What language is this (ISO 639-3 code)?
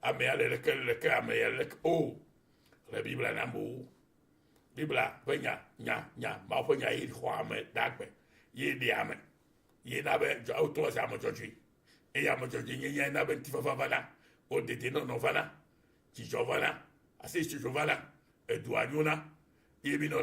ewe